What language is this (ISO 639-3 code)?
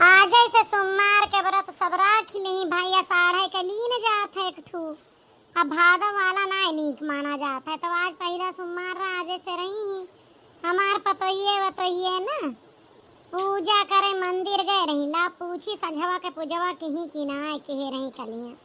awa